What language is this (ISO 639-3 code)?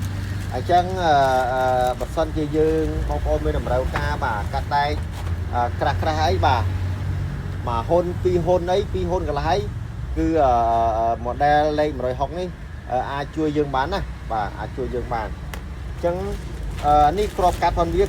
khm